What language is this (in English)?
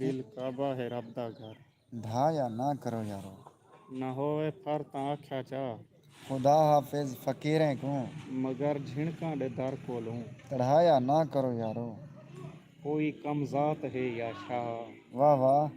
Saraiki